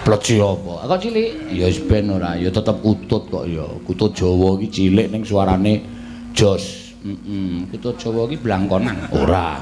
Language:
Javanese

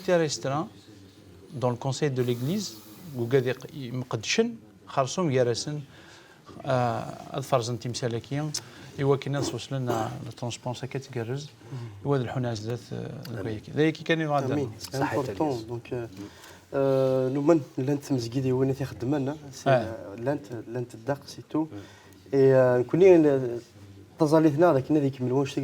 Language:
Kabyle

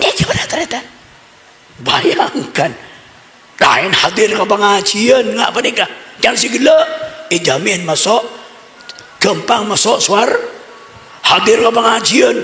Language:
Madurese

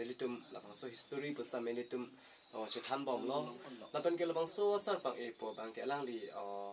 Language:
Karbi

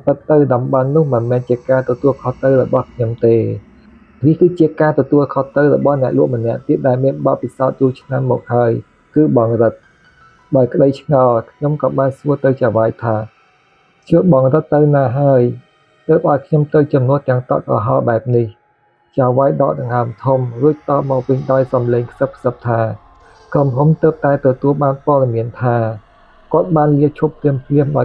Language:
Khmer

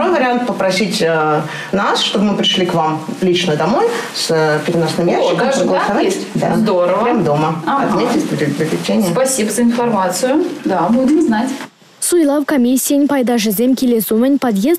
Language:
Chuvash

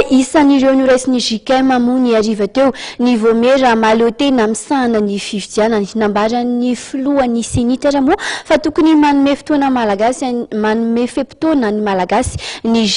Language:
Malagasy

